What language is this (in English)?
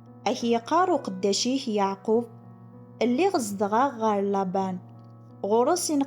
Kabyle